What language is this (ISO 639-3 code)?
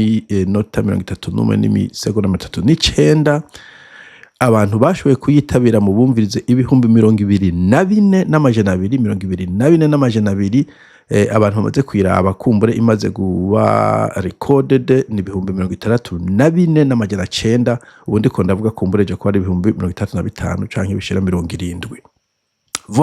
run